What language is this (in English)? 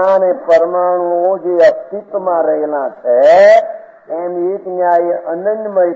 Gujarati